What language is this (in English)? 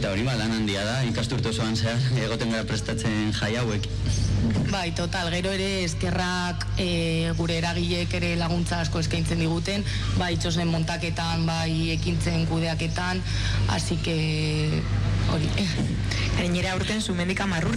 Basque